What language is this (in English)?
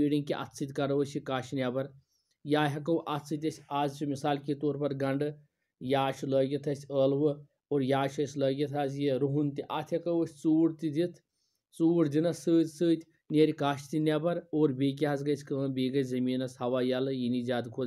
Kashmiri